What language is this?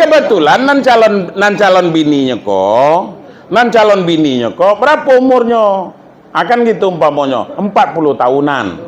Minangkabau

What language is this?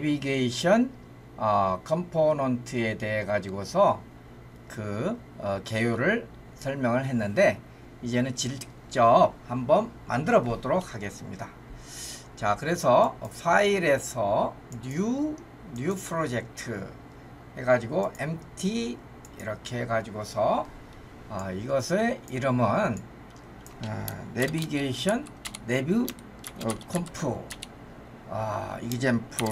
Korean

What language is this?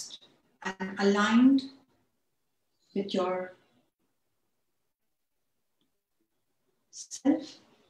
English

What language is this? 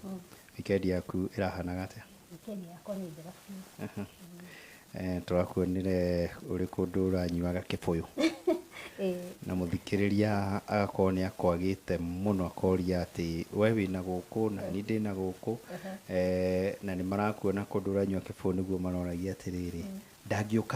Kikuyu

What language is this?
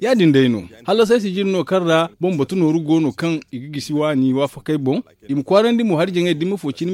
Zarma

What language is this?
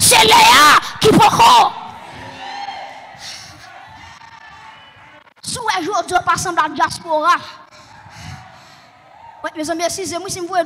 French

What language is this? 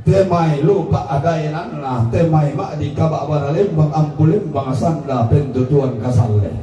Toraja-Sa'dan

